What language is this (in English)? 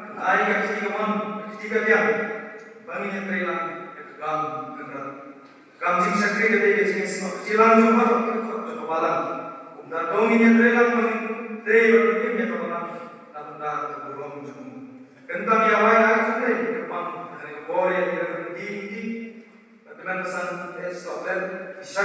Khasi